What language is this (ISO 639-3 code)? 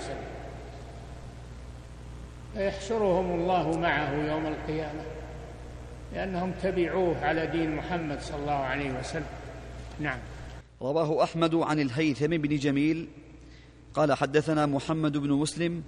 ara